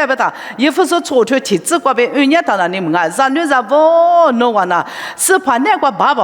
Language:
Lisu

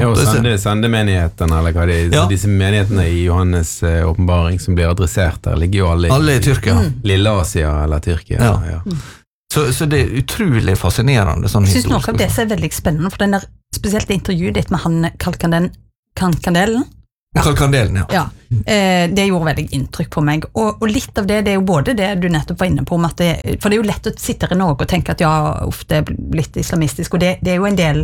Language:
Norwegian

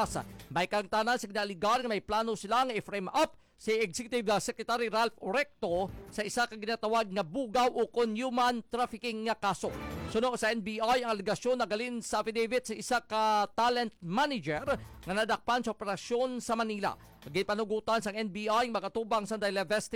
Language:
Hiligaynon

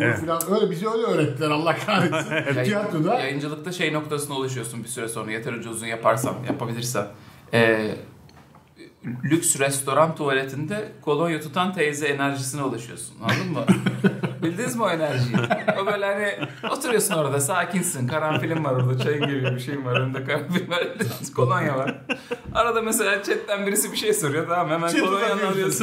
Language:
Turkish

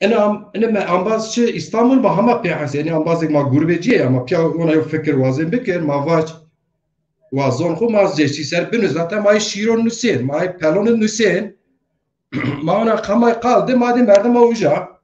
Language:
Zaza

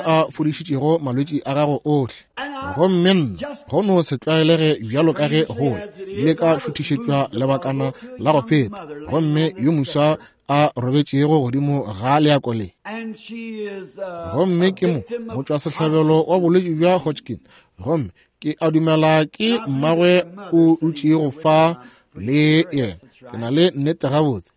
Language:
Northern Sotho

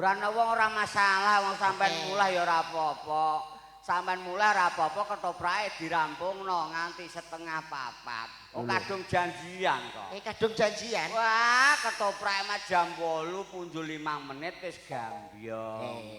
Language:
Javanese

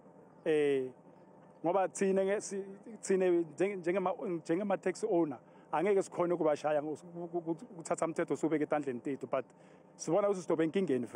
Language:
Zulu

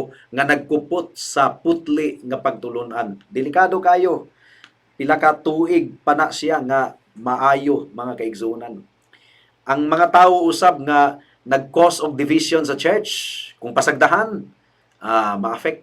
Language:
Cebuano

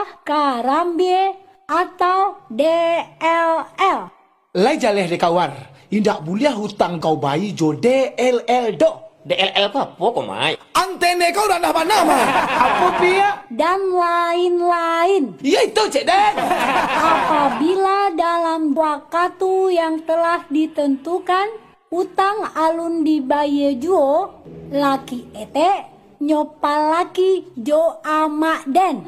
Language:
Minangkabau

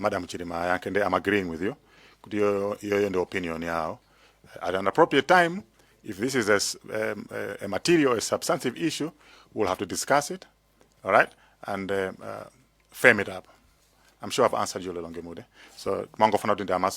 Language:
Nyanja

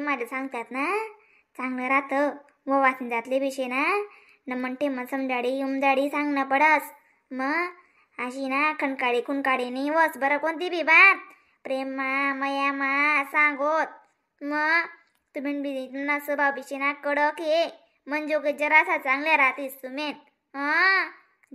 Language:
Khandesi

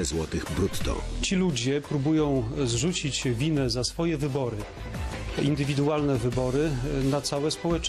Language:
Polish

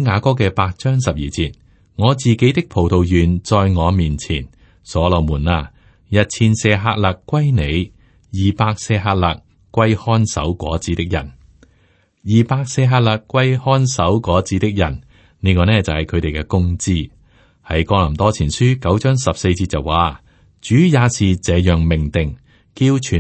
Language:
Cantonese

